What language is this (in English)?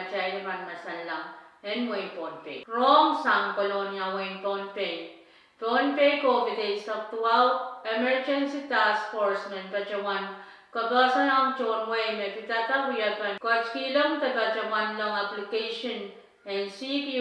Pohnpeian